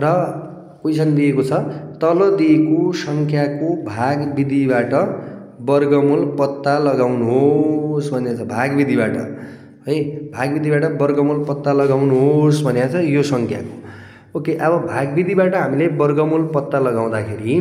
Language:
Nepali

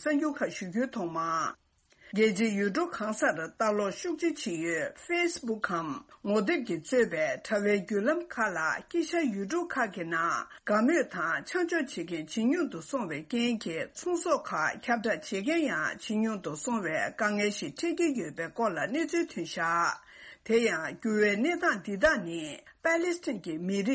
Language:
Tibetan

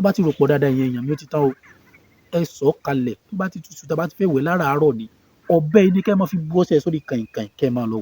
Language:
Yoruba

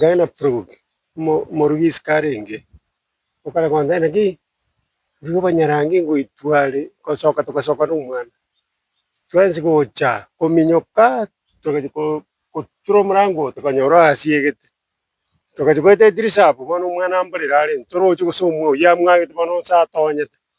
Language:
Gusii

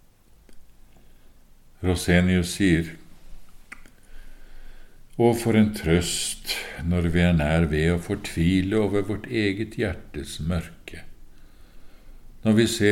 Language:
Norwegian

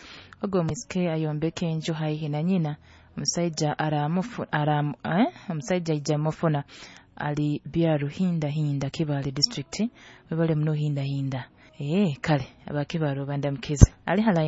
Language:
Nyoro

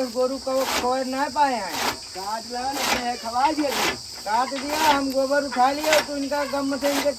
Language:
Awadhi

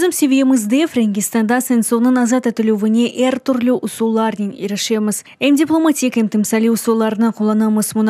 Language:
Crimean Tatar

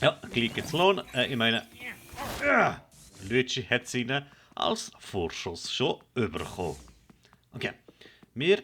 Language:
Swiss German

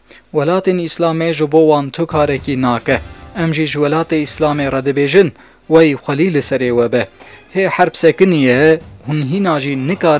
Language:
Kurdish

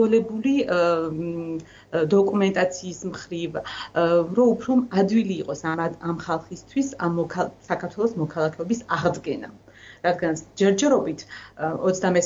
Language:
Georgian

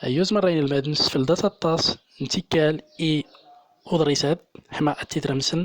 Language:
Central Atlas Tamazight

